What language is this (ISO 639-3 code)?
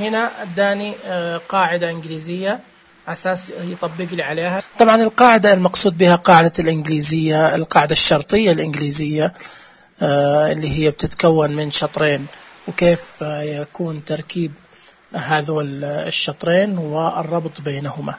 ars